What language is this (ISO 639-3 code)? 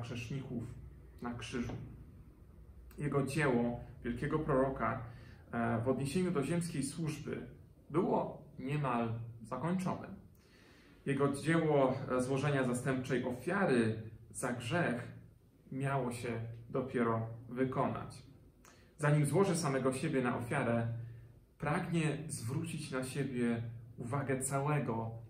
pol